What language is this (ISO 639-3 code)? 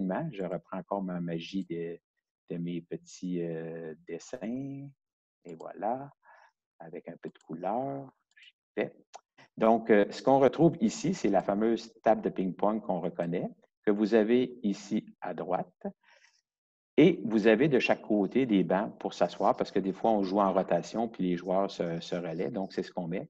fra